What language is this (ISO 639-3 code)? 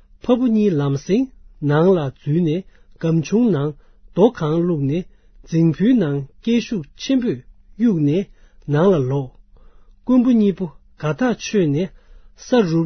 bod